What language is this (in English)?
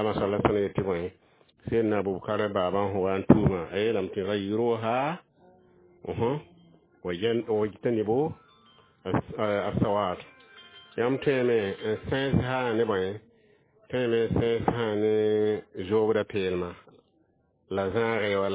Mossi